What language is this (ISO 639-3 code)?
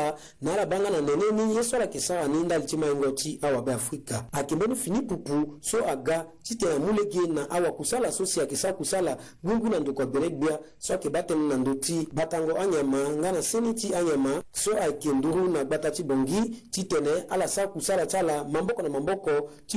sag